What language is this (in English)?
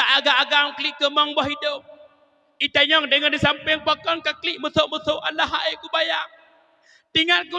Achinese